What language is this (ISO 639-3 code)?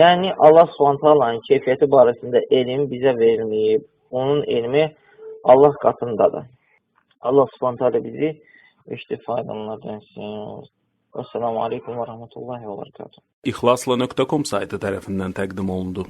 aze